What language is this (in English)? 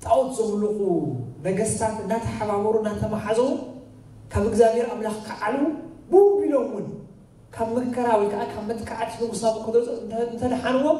Tigrinya